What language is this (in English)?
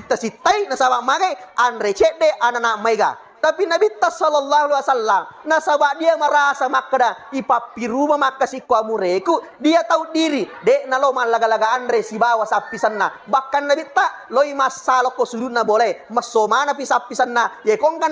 Buginese